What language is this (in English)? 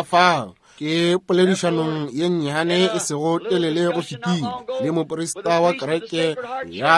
Northern Sotho